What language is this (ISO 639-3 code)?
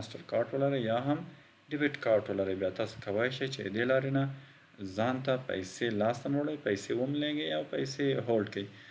pus